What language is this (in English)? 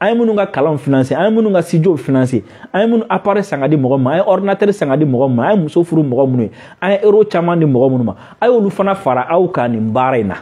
Bambara